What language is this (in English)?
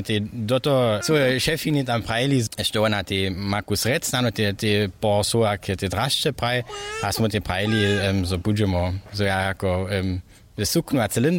Upper Sorbian